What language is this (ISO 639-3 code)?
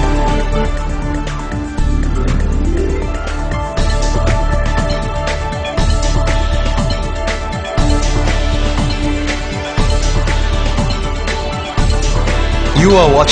ben